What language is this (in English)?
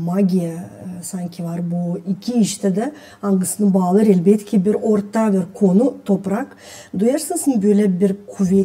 Gagauz